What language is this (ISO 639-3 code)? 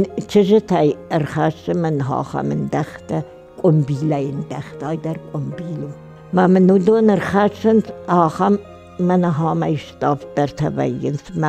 oss